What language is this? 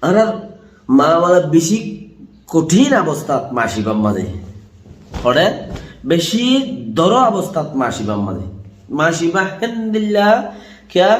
Rohingya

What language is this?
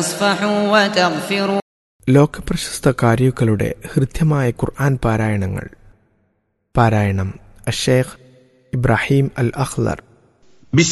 Malayalam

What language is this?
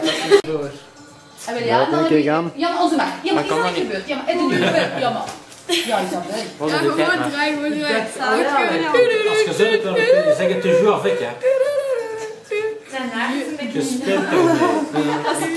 Dutch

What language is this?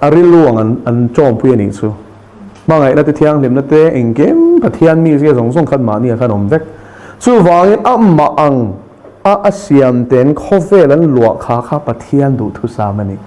Mizo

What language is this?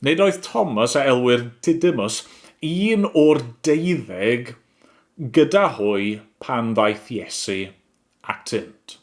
Welsh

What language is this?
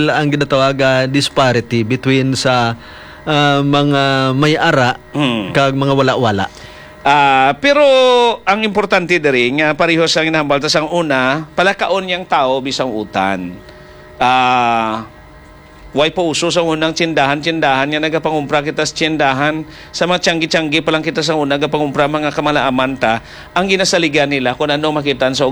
Hiligaynon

